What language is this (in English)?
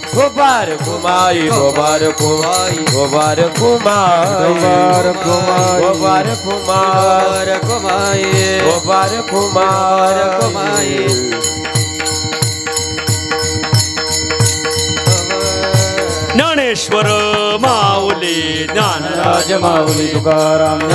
Marathi